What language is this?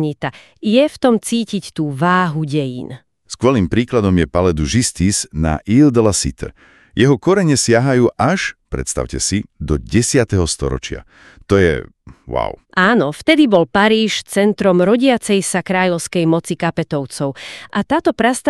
Slovak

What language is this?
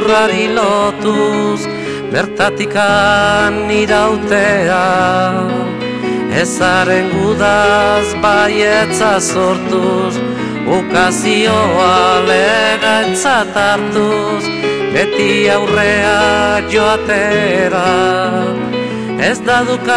Basque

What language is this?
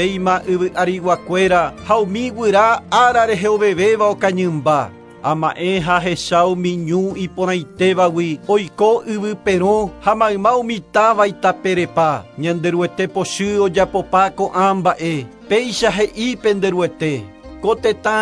Guarani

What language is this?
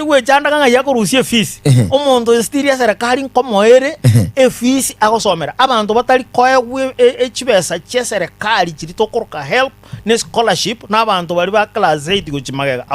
Gusii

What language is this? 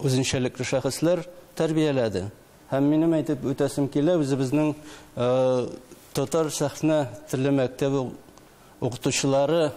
Tatar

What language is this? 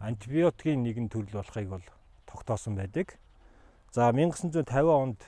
Mongolian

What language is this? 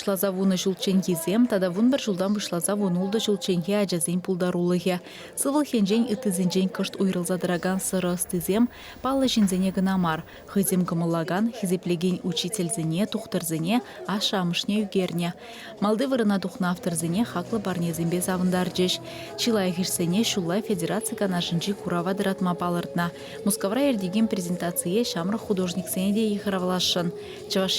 Chuvash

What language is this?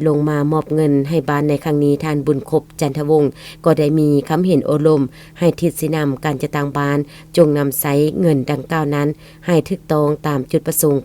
Lao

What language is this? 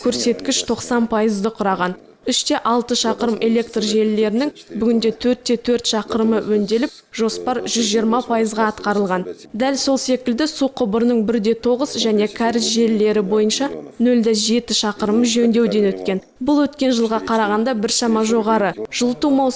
Kazakh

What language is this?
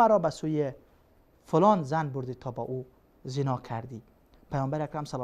Persian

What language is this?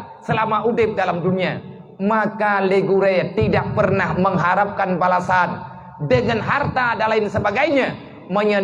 Achinese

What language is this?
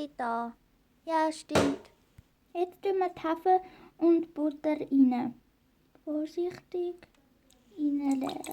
Swiss German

